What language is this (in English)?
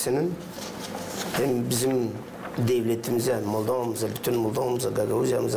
Gagauz